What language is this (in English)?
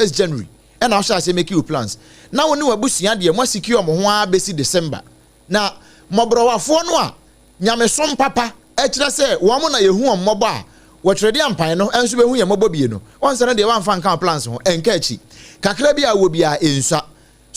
Akan